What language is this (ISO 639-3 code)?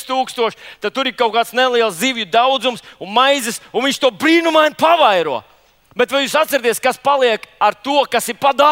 lav